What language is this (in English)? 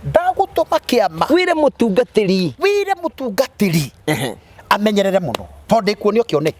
Kikuyu